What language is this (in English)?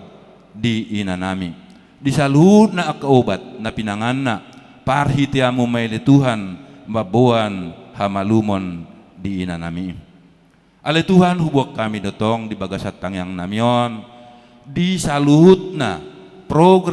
Batak Toba